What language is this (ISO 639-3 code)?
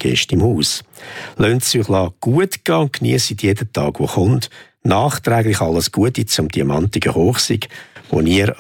deu